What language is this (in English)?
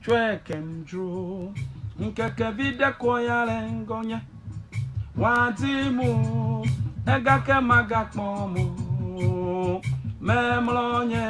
Ewe